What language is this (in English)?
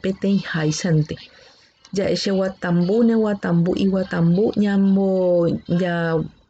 Guarani